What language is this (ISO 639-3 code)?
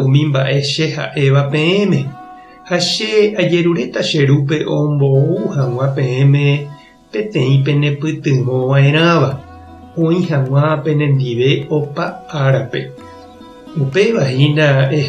grn